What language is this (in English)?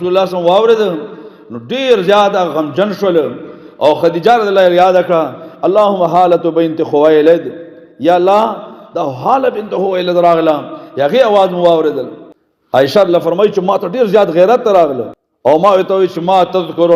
Pashto